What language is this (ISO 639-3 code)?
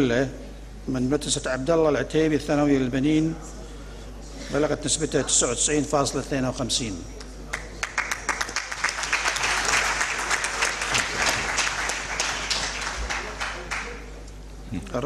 afb